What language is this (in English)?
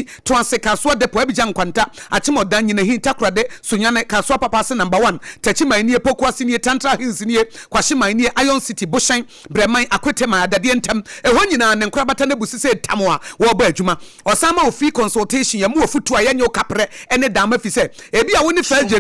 Akan